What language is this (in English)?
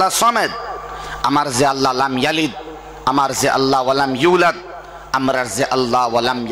Sylheti